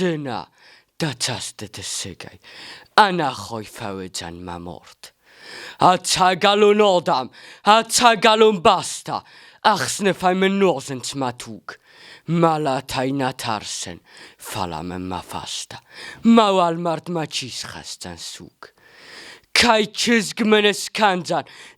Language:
Ossetic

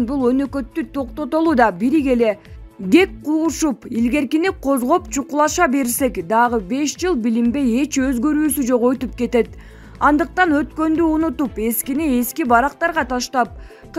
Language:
Kyrgyz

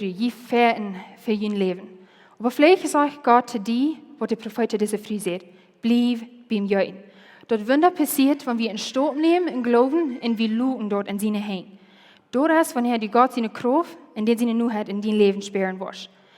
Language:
Plautdietsch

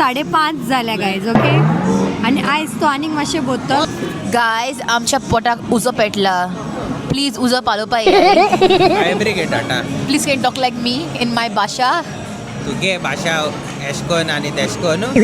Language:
Konkani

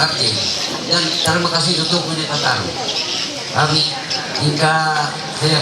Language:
Ma'anyan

